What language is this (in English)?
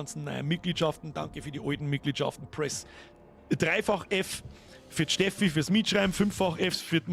Bavarian